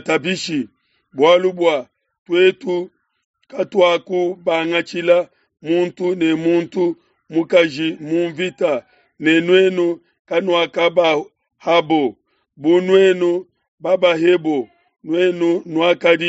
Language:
Luba-Lulua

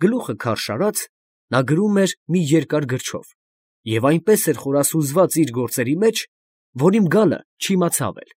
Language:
Armenian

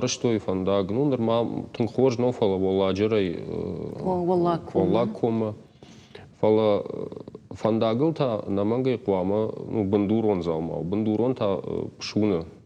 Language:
Ossetic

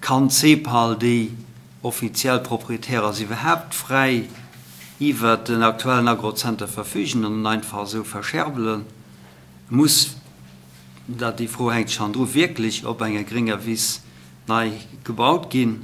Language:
Luxembourgish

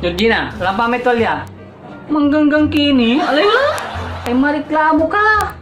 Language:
Pangasinan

